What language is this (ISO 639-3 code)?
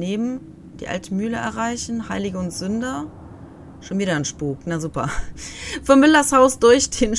deu